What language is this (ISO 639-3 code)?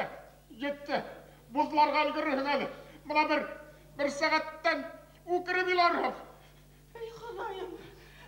bak